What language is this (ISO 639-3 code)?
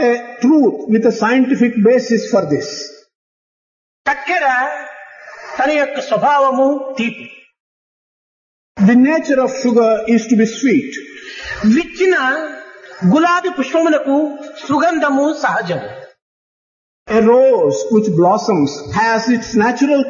tel